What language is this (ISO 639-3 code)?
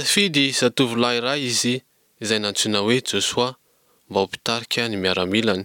mlg